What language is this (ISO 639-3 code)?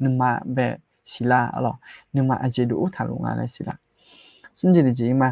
ahk